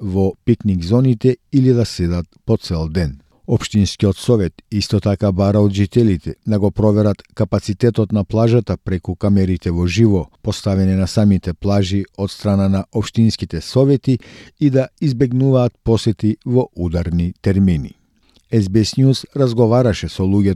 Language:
Macedonian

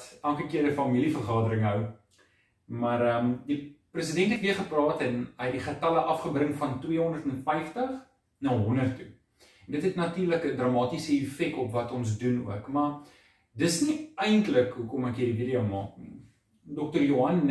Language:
Afrikaans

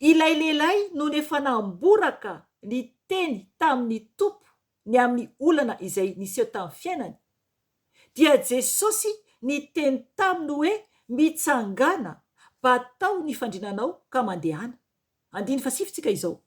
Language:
Malagasy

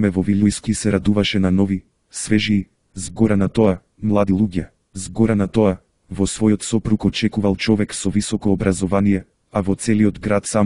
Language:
Macedonian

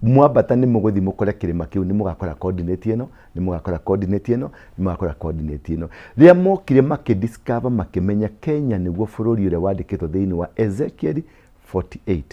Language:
Kikuyu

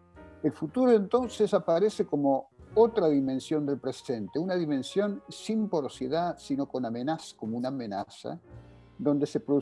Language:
Spanish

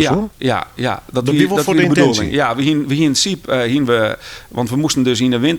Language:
Western Frisian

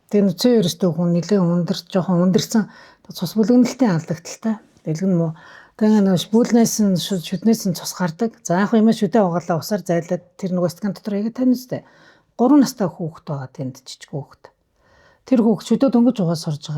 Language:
Mongolian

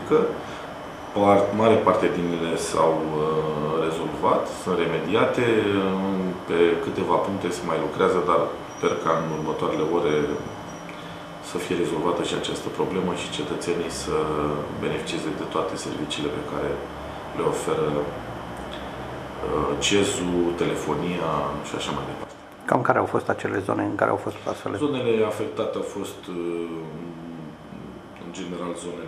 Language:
Romanian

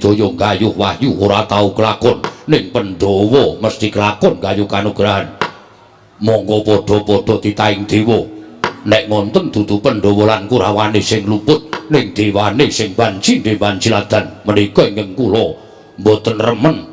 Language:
Javanese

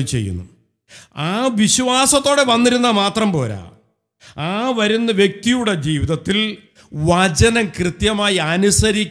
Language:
Malayalam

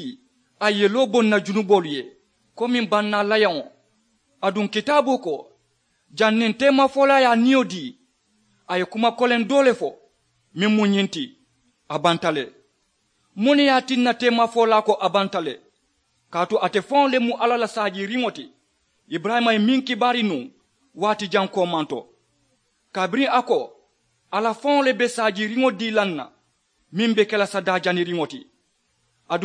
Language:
Mandingo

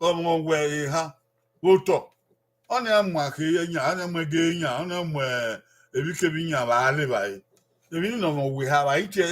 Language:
Bini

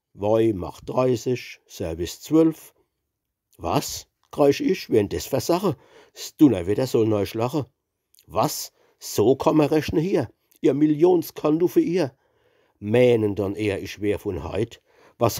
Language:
Palatine German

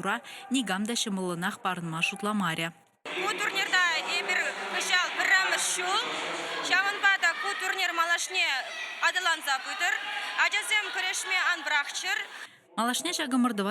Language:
Chuvash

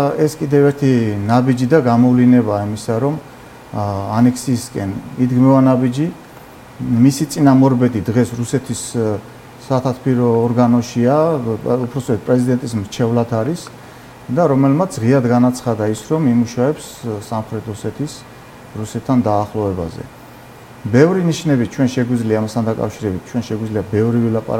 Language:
Georgian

